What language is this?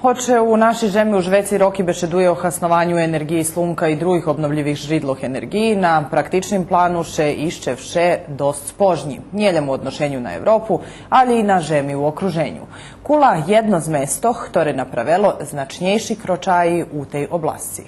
Rusyn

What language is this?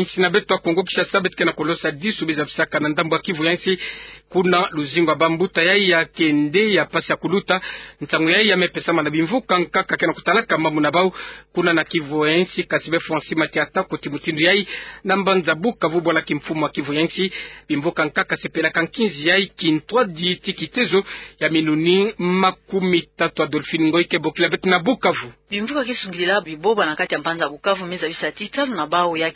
Kituba (Democratic Republic of Congo)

